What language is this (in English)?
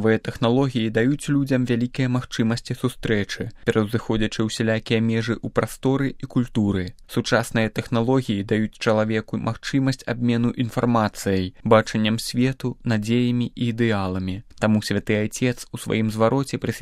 Belarusian